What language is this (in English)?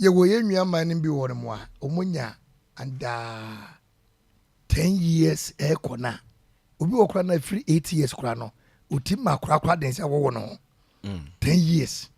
Akan